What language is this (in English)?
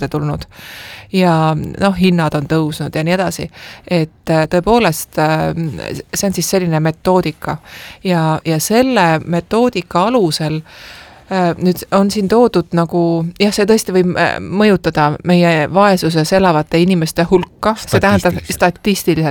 Estonian